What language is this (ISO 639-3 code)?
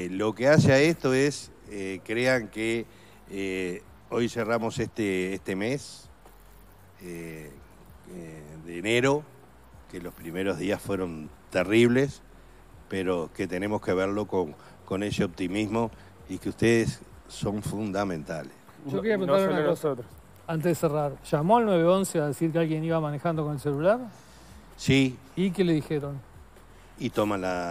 spa